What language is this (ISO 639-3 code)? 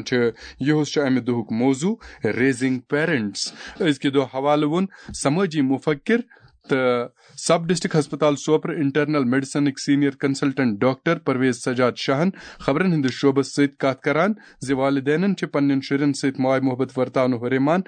kas